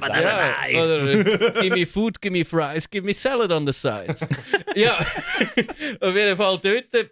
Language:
Swiss German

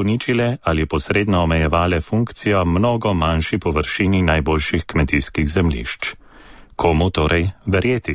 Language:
Slovenian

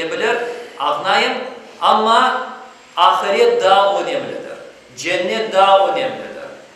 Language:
Crimean Tatar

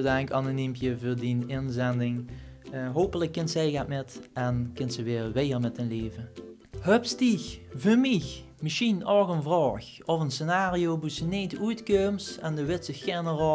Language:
Limburgish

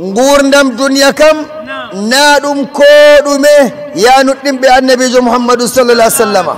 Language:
Nigerian Fulfulde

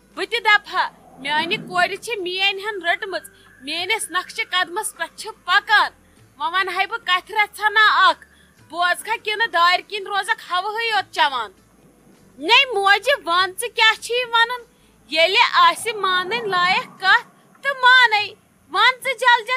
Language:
Kashmiri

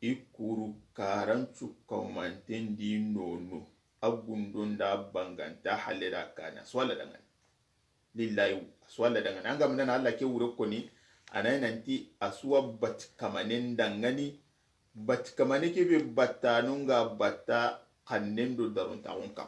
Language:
Soninke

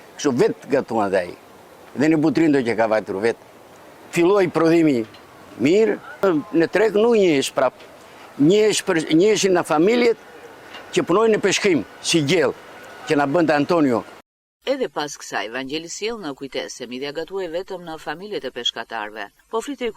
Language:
Albanian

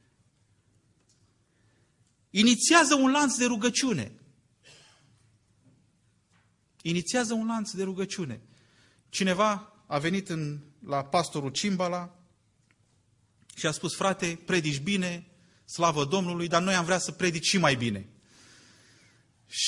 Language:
Romanian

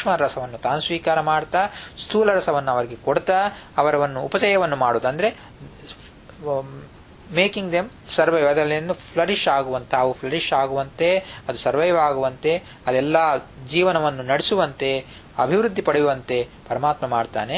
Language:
Kannada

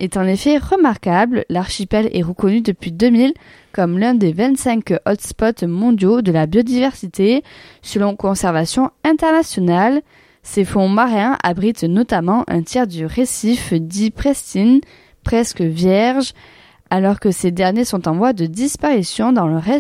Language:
French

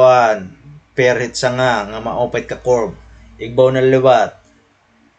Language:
Waray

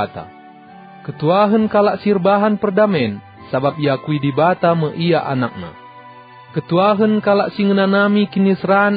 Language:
Batak Karo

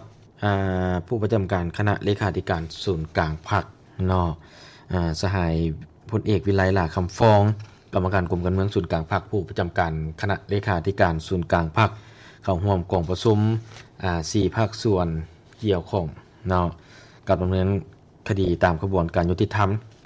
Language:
Lao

